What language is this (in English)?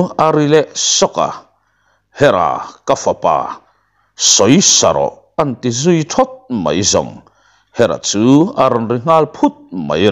Mizo